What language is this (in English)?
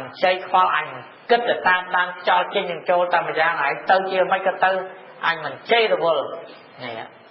Khmer